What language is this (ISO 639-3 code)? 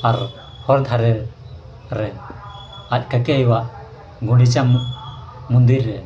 sat